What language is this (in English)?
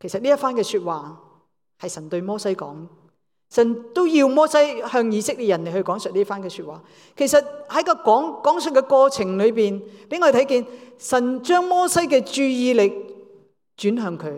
Cantonese